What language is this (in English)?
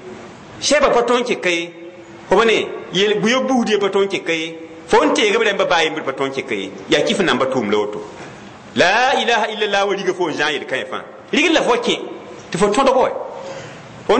Mossi